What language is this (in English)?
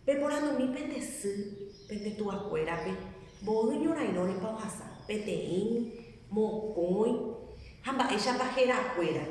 Guarani